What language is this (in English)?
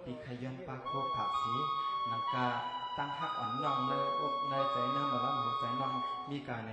Shan